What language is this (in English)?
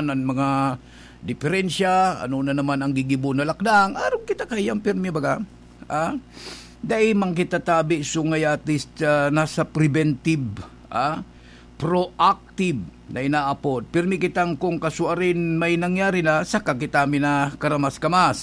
Bikol